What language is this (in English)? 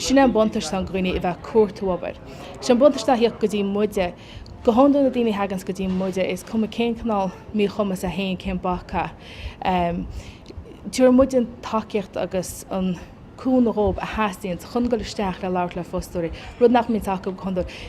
Irish